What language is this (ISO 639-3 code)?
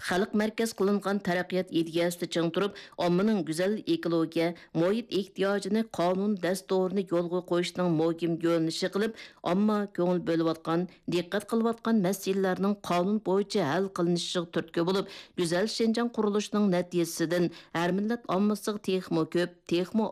uig